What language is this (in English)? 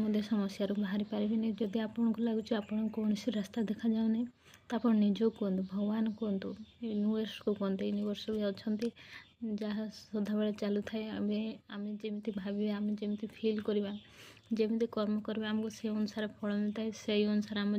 Odia